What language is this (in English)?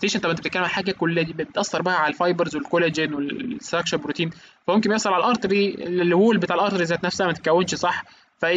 Egyptian Arabic